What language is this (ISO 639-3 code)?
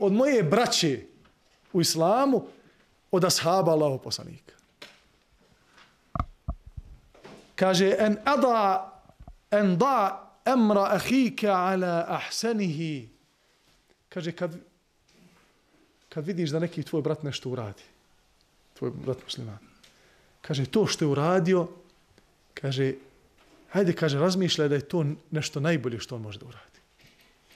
bos